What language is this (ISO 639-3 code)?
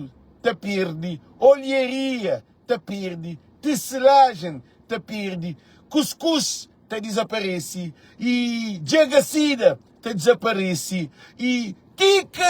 kea